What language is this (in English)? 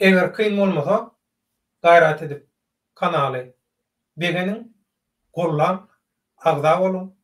Turkmen